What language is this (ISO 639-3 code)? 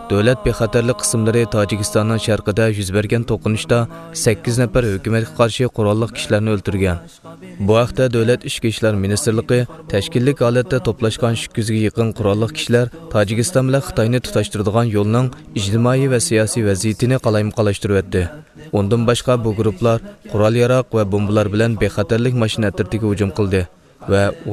uig